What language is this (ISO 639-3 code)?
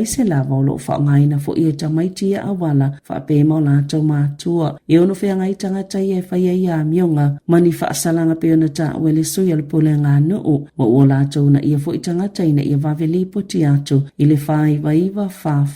smo